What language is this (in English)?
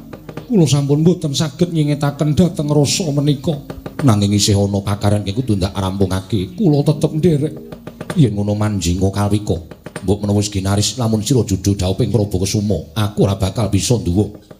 Javanese